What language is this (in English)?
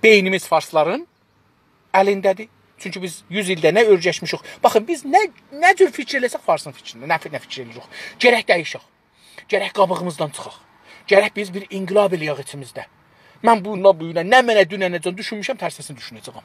South Azerbaijani